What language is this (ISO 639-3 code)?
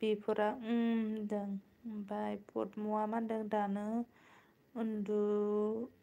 brx